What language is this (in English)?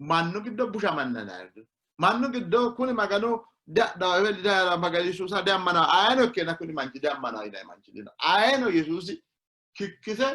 Sidamo